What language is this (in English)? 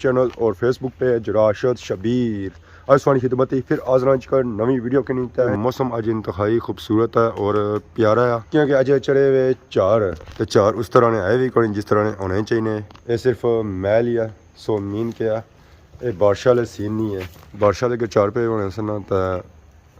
Pahari-Potwari